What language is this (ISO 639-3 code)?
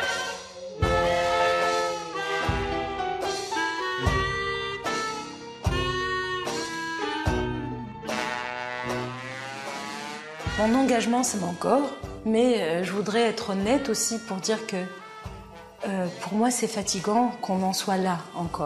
fra